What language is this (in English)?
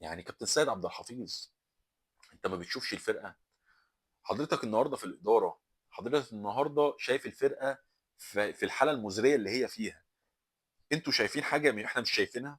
Egyptian Arabic